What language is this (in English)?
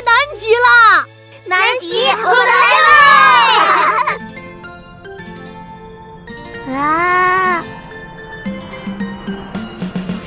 Chinese